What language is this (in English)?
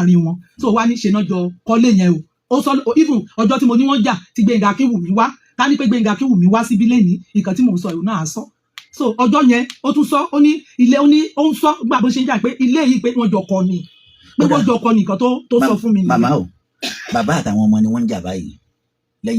Yoruba